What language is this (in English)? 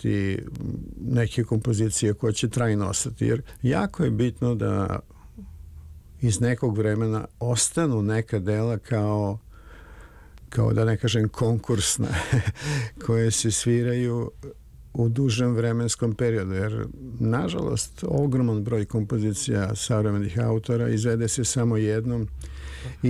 Serbian